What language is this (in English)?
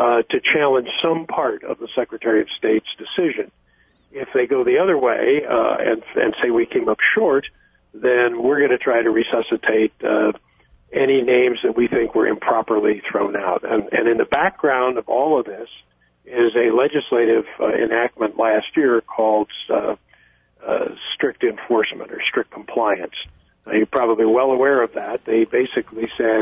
English